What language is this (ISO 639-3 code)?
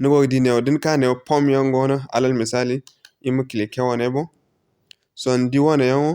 dje